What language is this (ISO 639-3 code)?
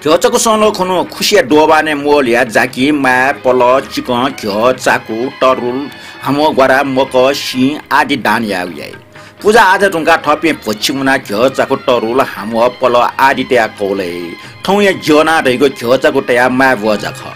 new